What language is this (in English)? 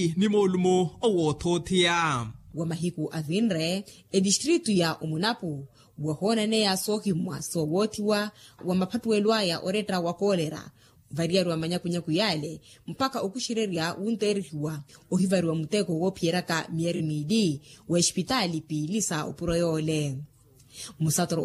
Makhuwa